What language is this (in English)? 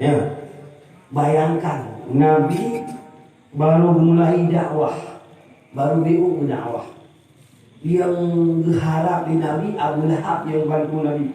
Achinese